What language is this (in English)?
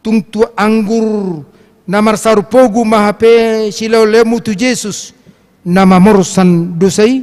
Batak Toba